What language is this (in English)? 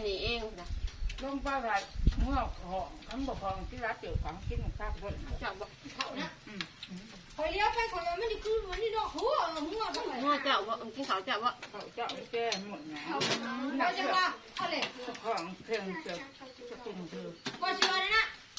Northeastern Thai